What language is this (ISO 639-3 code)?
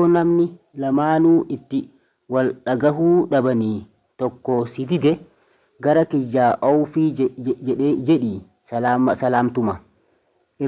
orm